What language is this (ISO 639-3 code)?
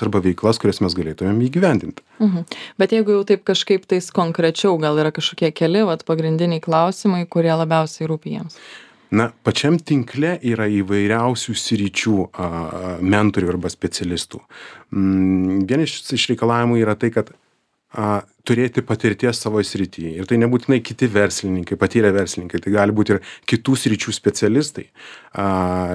lit